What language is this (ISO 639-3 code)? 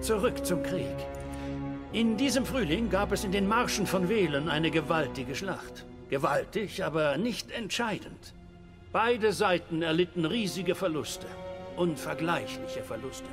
gsw